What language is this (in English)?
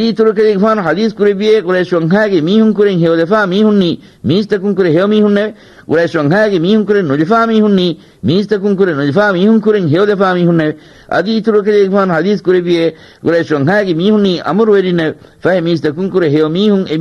Divehi